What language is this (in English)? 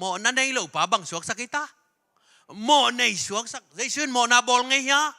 Tedim Chin